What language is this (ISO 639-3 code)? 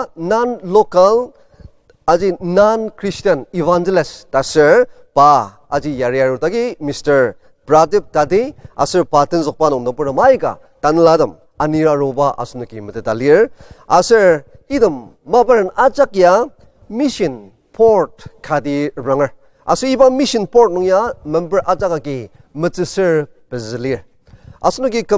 njo